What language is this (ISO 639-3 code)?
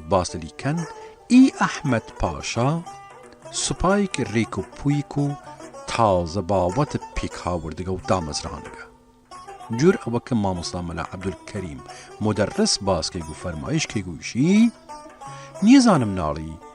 sdh